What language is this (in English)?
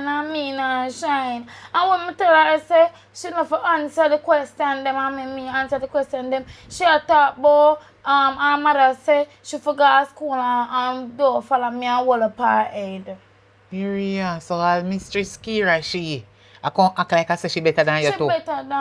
Jamaican Creole English